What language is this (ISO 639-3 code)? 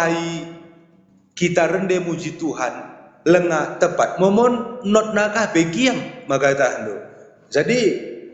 btx